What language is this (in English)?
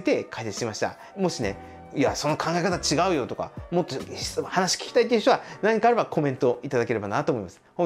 Japanese